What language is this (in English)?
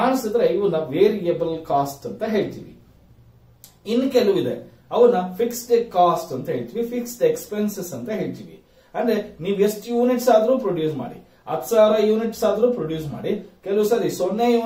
Kannada